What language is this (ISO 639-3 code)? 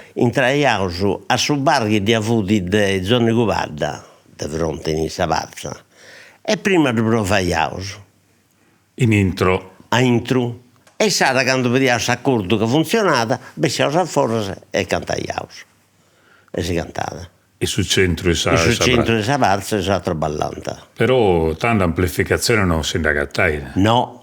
srd